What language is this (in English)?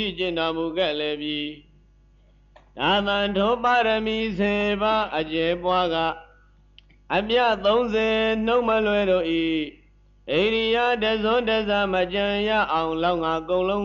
Burmese